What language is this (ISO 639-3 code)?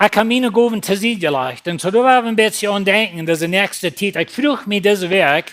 pdt